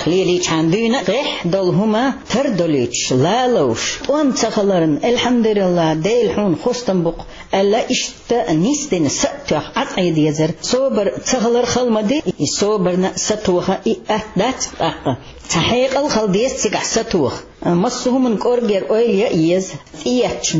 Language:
Chechen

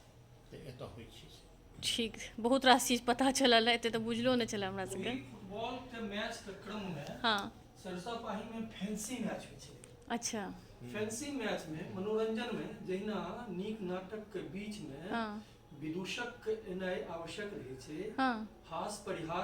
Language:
Maithili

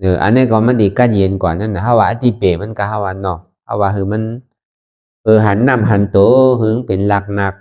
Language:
Shan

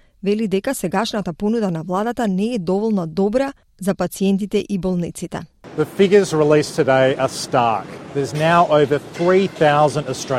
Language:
Macedonian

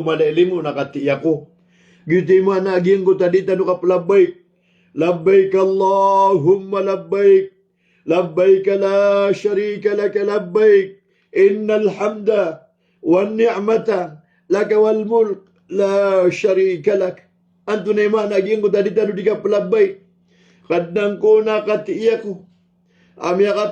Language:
Maranao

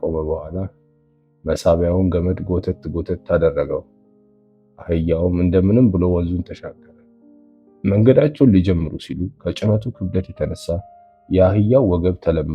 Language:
Amharic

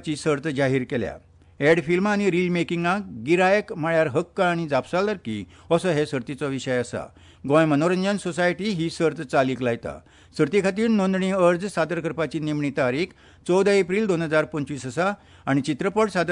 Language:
Konkani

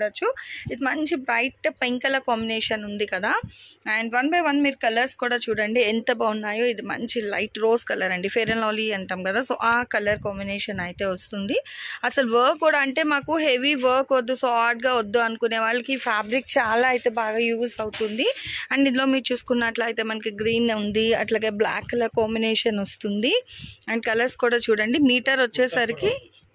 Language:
Telugu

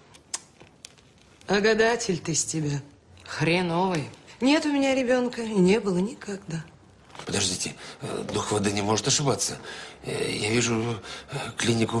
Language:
Russian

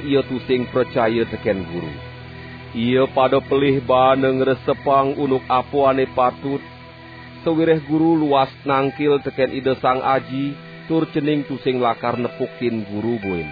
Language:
Balinese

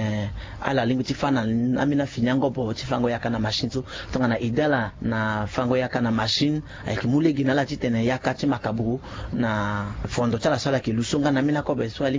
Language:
Sango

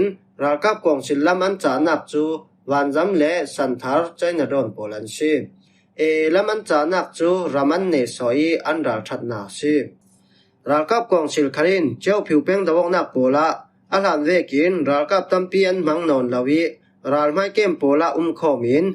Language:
Falam Chin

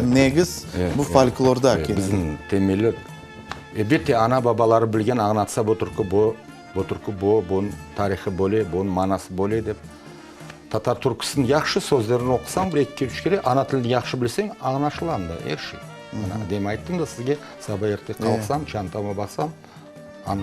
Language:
Crimean Tatar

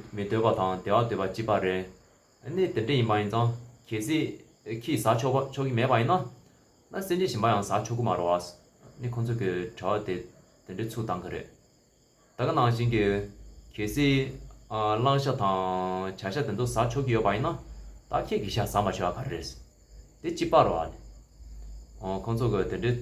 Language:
Tibetan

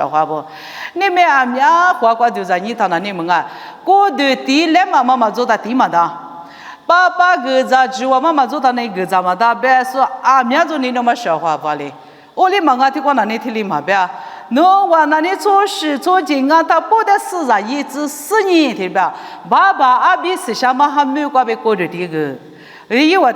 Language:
Lisu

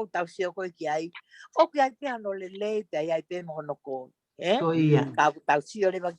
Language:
Tongan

